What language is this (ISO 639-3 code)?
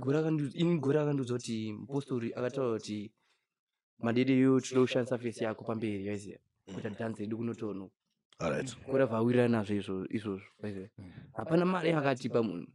sna